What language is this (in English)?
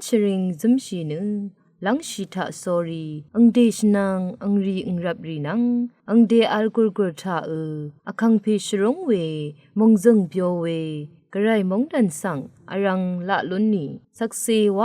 Rawang